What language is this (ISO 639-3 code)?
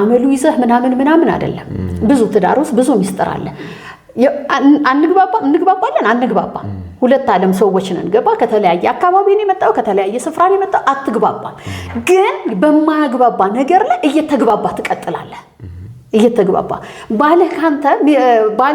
amh